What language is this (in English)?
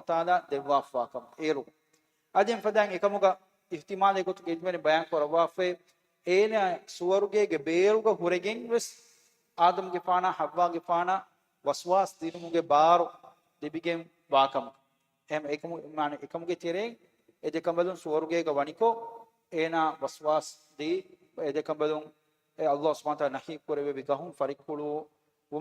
Divehi